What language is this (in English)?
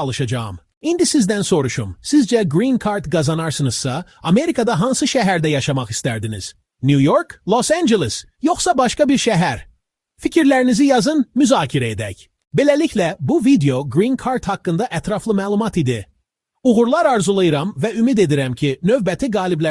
Azerbaijani